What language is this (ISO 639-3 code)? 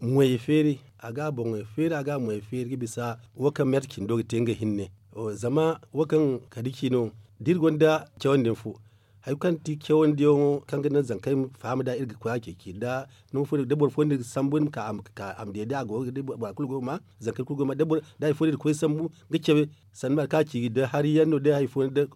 dje